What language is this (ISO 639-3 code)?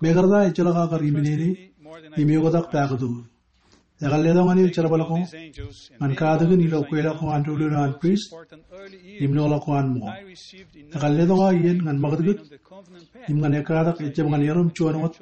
mah